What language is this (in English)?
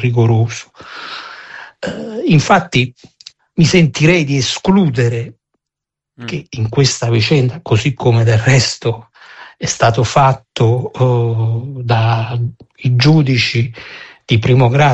Italian